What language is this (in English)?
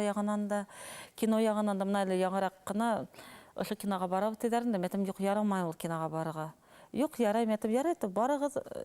Bashkir